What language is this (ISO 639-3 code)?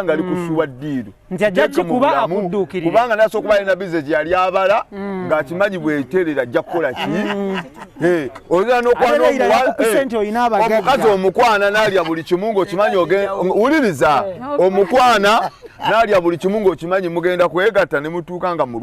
lug